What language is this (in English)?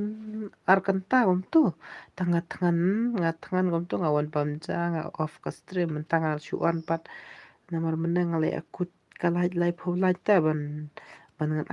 Khasi